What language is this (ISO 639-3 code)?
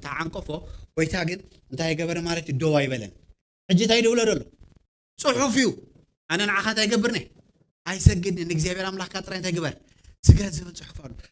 tir